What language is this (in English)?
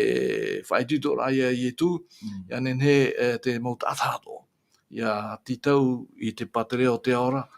Tahitian